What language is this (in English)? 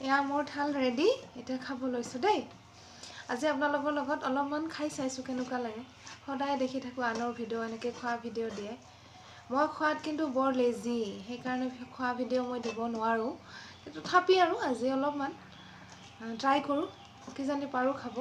Assamese